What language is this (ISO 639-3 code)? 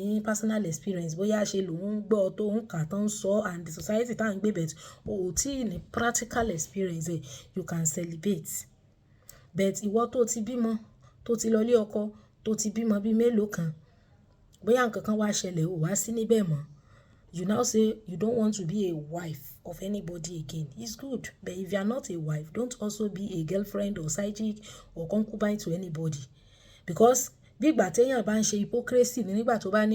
yor